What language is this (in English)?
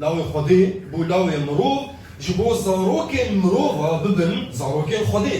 Kurdish